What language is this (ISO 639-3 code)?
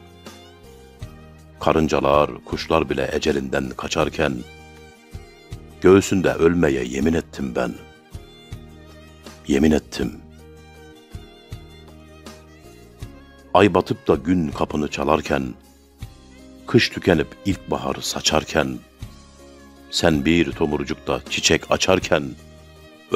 tur